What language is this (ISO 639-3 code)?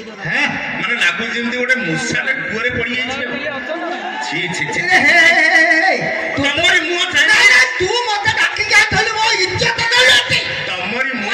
ori